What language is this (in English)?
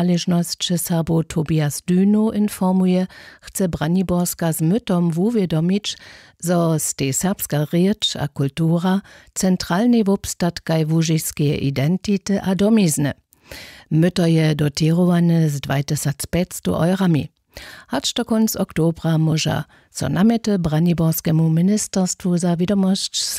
Upper Sorbian